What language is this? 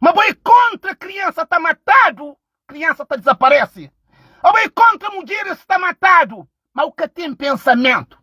Kabuverdianu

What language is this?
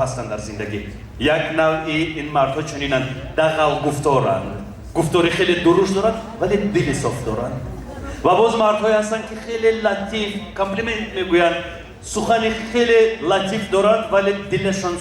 Tajik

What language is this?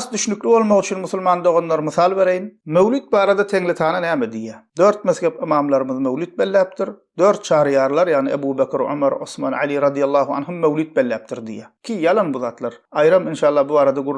Turkmen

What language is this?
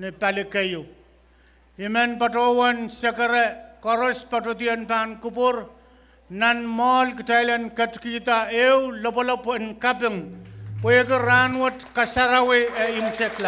Pohnpeian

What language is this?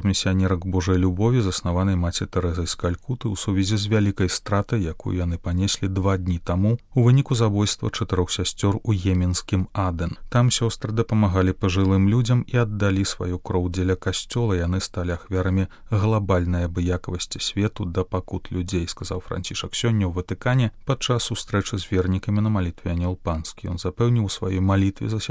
Belarusian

